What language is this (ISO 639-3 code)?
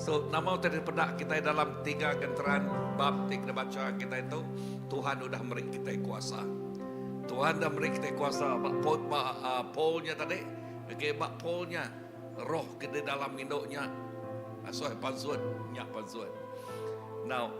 iba